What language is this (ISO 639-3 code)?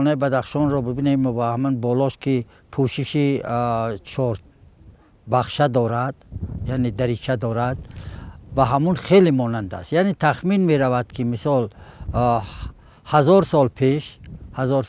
tgk